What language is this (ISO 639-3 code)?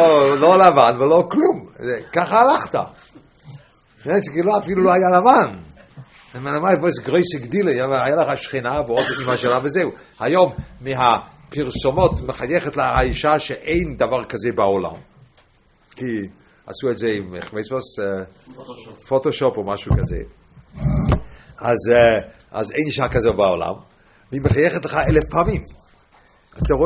heb